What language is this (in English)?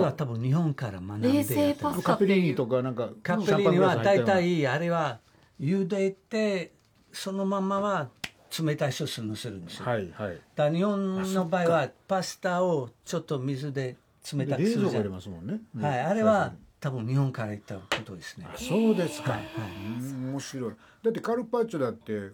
Japanese